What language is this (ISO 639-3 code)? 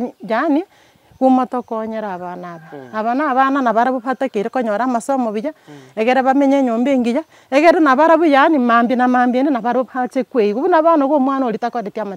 guz